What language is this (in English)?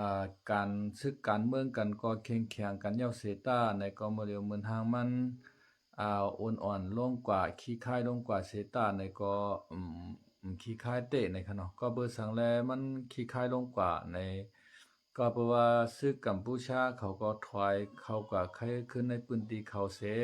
Shan